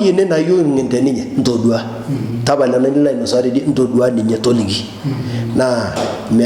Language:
Masai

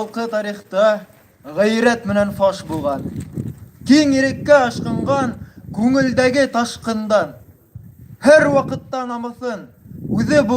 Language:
Bashkir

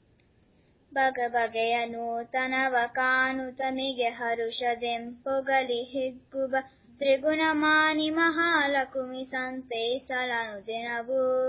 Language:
Kannada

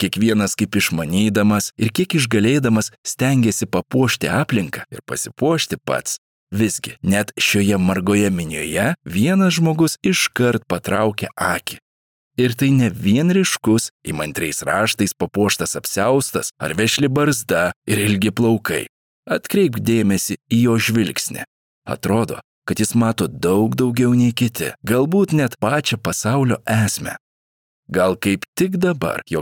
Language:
Lithuanian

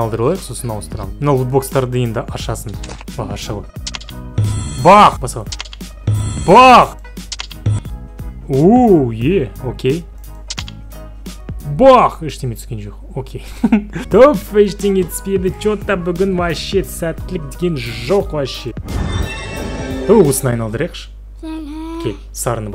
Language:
Kazakh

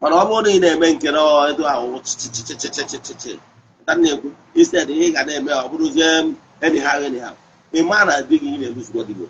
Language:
Igbo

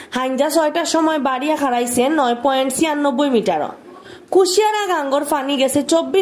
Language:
Sylheti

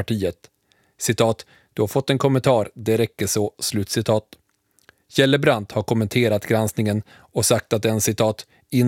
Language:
Swedish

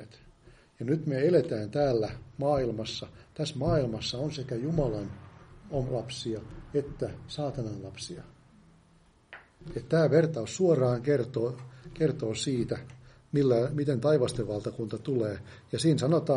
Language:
Finnish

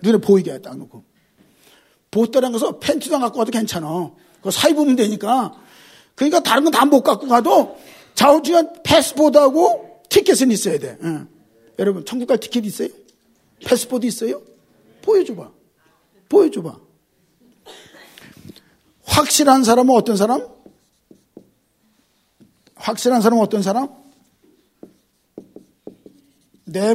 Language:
Korean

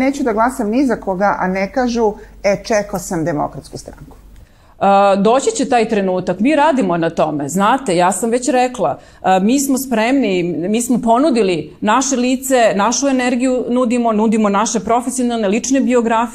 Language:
Serbian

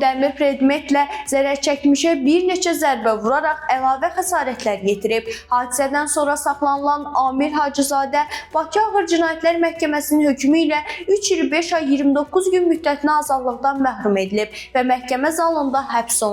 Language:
Azerbaijani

